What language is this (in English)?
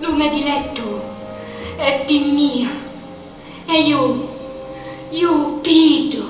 Sicilian